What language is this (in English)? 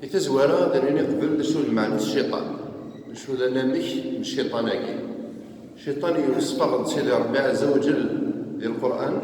Kabyle